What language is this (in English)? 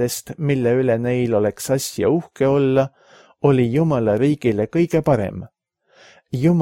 Estonian